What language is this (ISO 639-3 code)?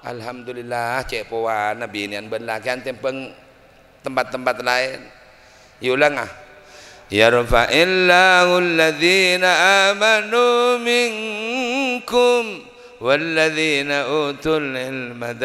mad